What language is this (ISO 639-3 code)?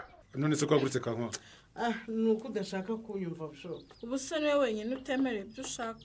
kin